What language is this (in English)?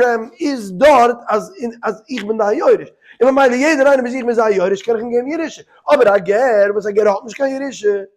Yiddish